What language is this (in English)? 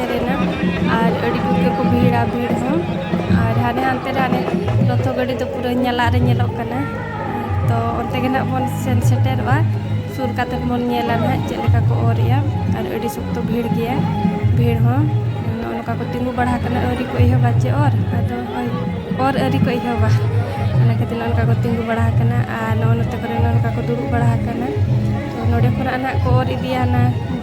Santali